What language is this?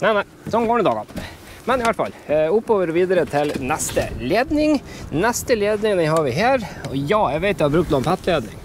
Norwegian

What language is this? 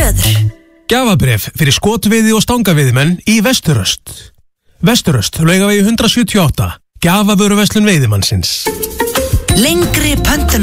Icelandic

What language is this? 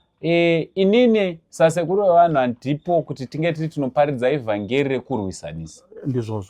Shona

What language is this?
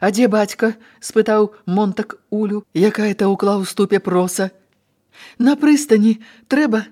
Belarusian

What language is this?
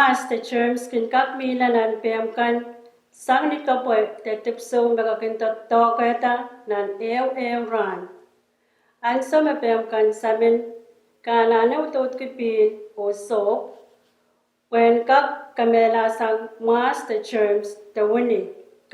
Pohnpeian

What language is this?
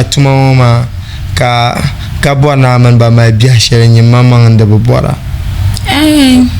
Dagbani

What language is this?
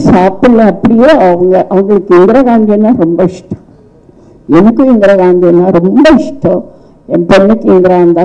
Tamil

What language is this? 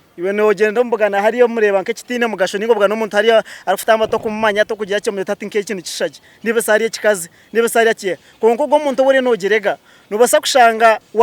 Nyankole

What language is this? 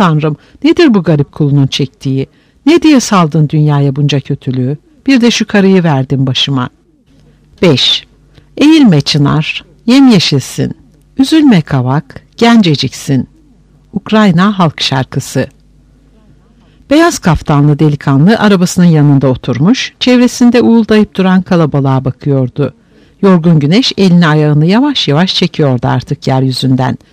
Turkish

